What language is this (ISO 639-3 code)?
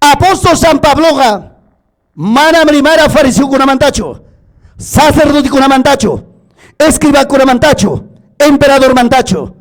quy